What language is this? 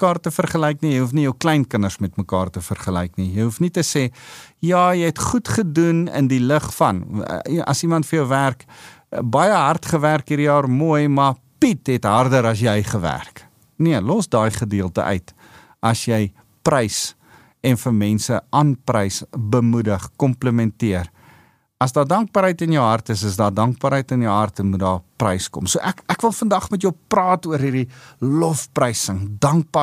Afrikaans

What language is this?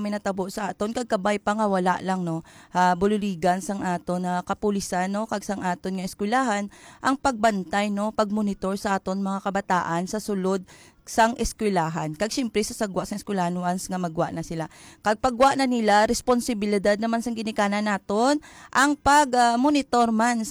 Hiligaynon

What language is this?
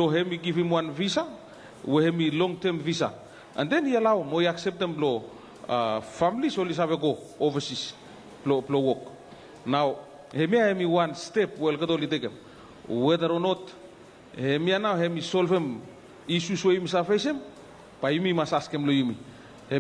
Bislama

